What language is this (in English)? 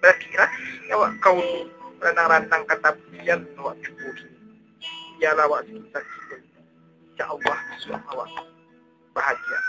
Minangkabau